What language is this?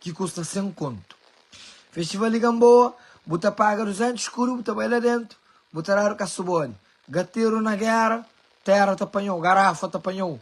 Kabuverdianu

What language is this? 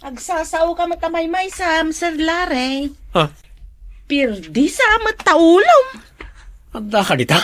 Iloko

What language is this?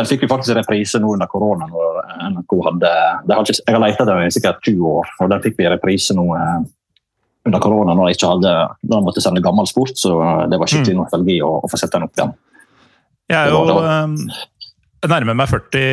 Norwegian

